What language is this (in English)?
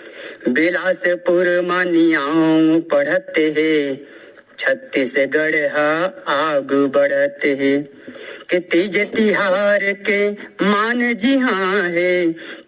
Chhattisgarhi